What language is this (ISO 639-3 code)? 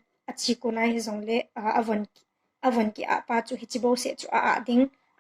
tcz